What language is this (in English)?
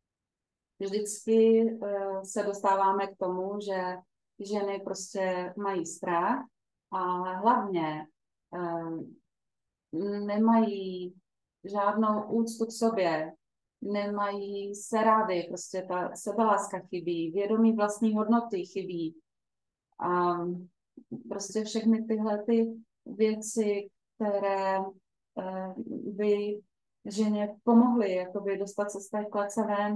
Czech